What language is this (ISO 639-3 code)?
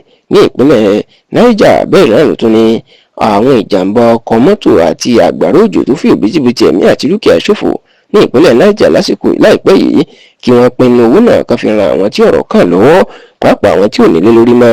yor